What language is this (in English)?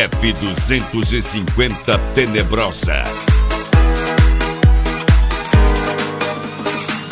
Portuguese